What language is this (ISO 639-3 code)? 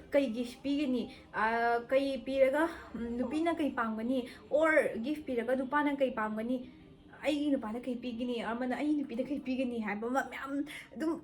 mni